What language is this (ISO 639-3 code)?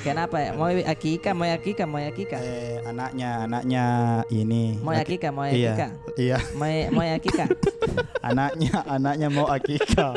mfp